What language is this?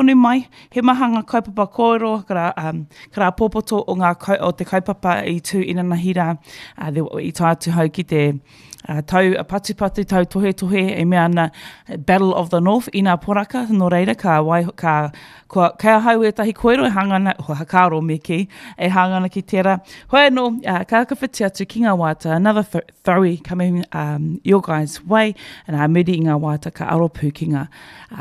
Māori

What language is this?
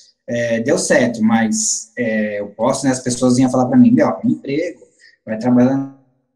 Portuguese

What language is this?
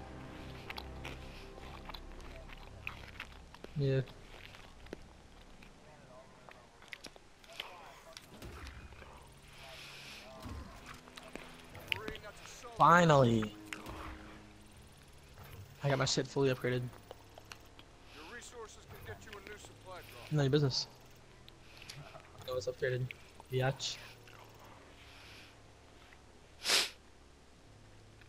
English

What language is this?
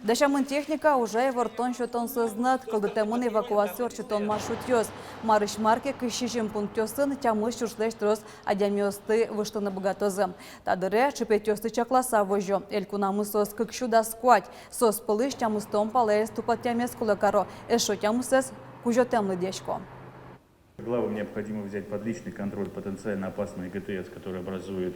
Udmurt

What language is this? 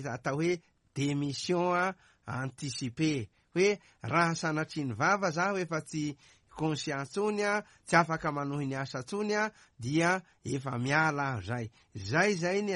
Malagasy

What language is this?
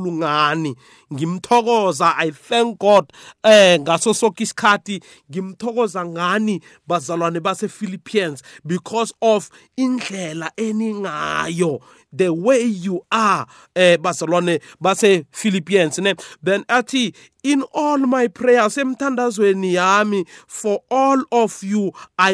South Ndebele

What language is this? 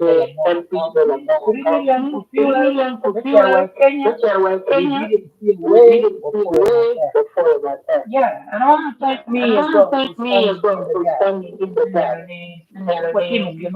Acoli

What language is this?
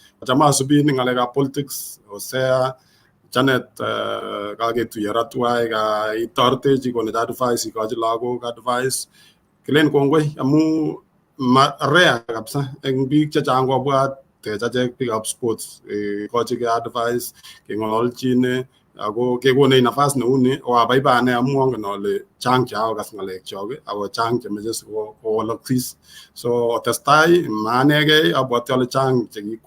Kalenjin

